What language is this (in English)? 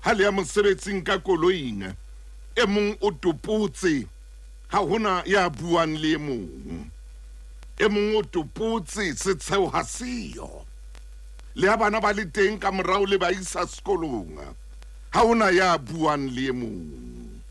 Southern Sotho